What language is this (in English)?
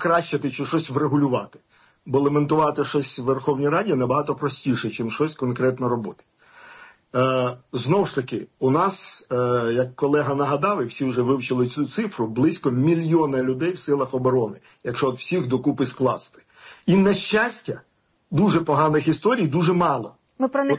Ukrainian